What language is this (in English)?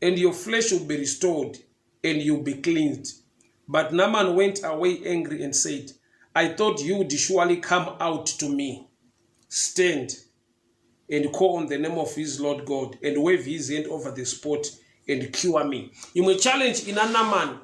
Shona